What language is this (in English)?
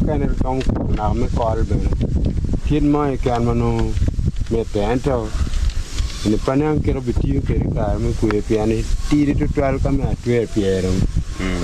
Acoli